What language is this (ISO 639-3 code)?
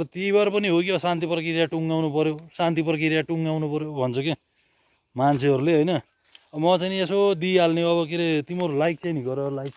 nep